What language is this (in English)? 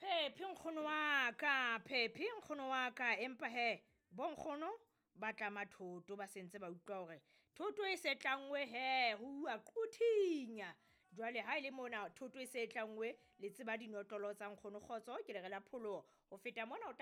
Southern Sotho